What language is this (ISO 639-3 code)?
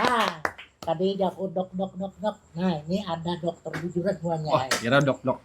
bjn